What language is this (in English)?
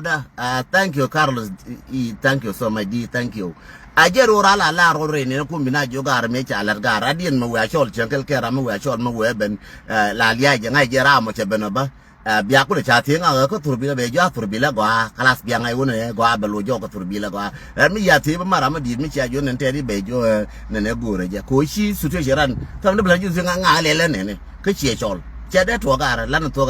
Nuer